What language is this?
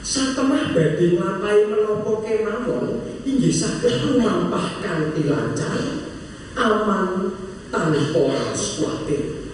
Javanese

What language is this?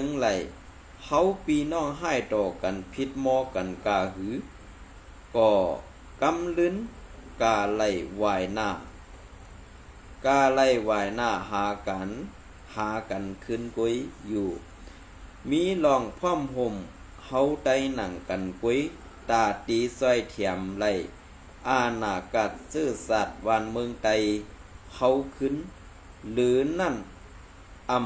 Shan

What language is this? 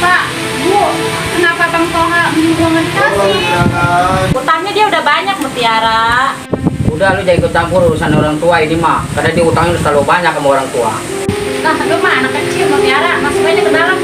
Betawi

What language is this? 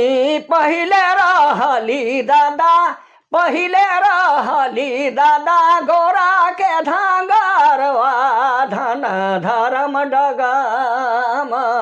Sadri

